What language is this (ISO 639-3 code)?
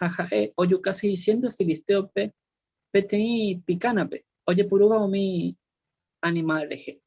grn